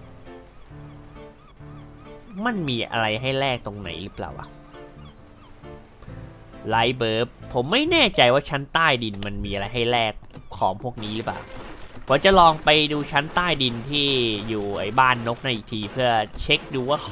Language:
Thai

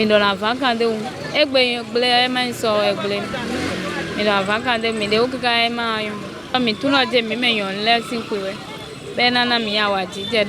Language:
Fon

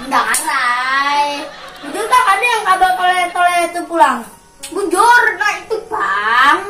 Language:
Banjar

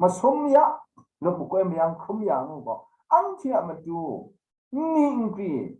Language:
Kachin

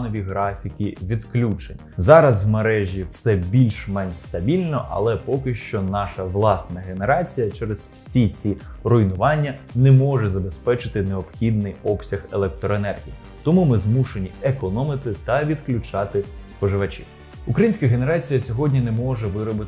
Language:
Ukrainian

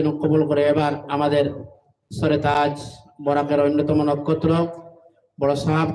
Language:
Sylheti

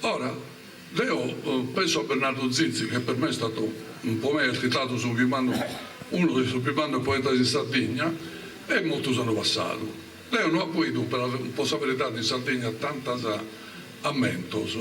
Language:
Sardinian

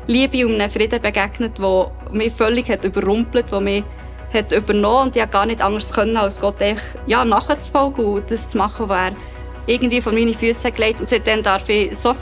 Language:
Swiss German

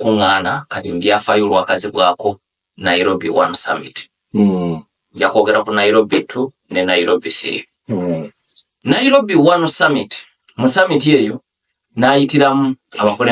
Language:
Ganda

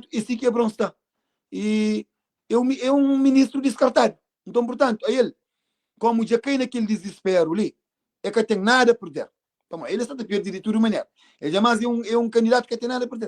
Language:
Kabuverdianu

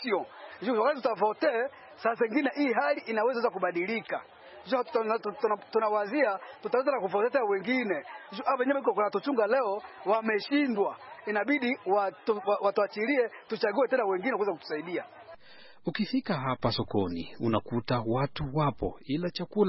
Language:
Swahili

